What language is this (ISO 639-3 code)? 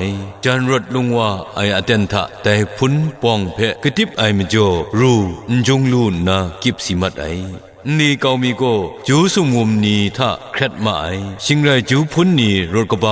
kac